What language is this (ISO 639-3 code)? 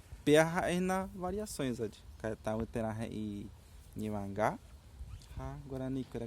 grn